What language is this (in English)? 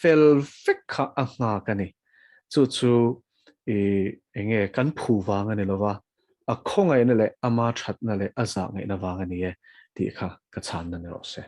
Mizo